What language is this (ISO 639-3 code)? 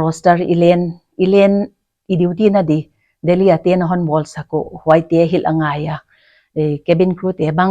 pck